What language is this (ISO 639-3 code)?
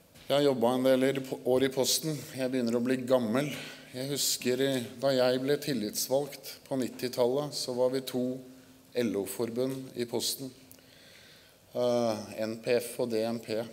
nor